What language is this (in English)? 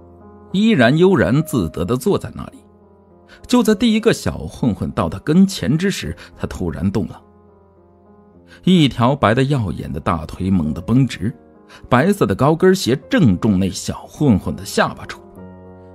Chinese